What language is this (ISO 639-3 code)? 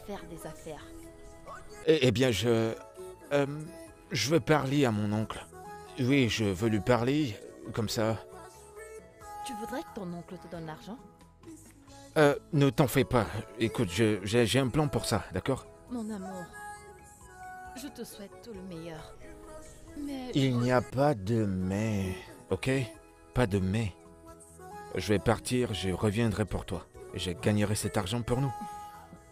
fra